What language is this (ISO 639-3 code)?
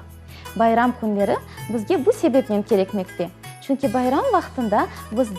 crh